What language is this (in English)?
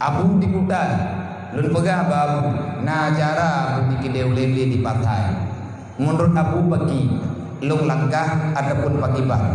Achinese